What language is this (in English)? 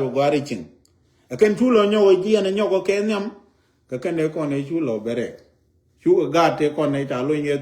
Nuer